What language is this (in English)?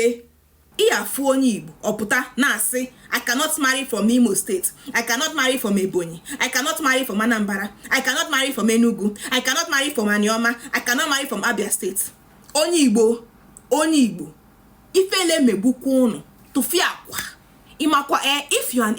Igbo